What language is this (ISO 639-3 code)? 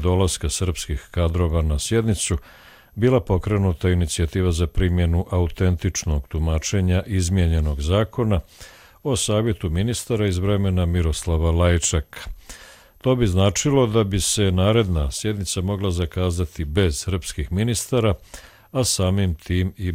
hrv